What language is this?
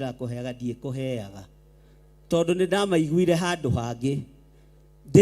Kikuyu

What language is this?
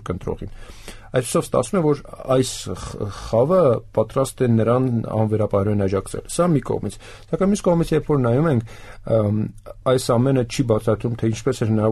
Armenian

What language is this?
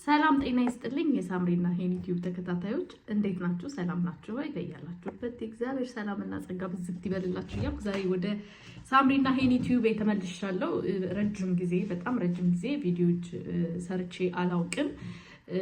Amharic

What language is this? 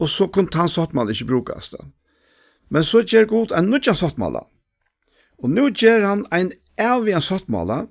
Faroese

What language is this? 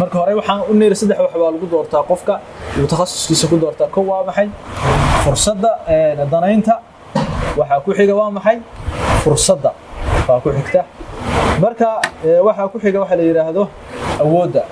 Somali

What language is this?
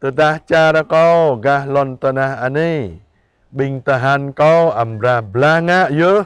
Jarai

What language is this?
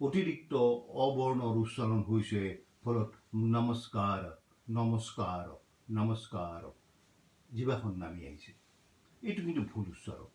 Assamese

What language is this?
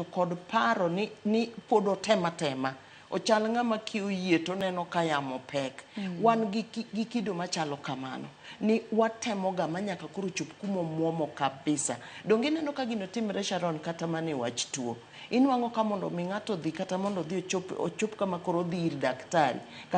Luo (Kenya and Tanzania)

